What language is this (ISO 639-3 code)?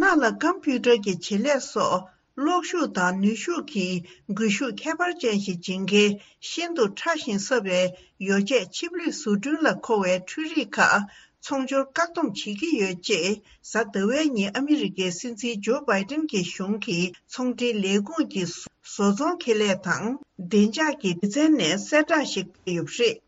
bod